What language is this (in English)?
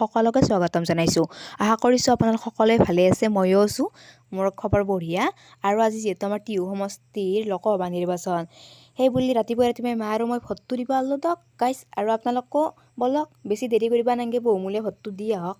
Assamese